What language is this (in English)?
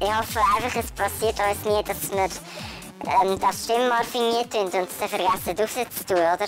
Swiss German